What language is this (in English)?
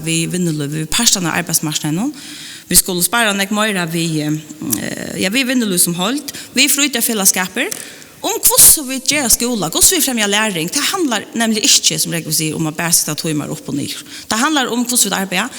Faroese